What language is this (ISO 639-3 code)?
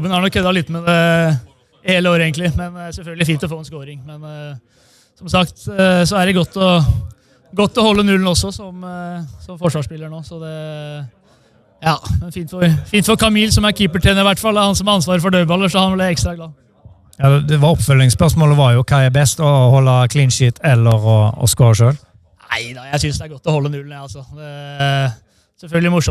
nor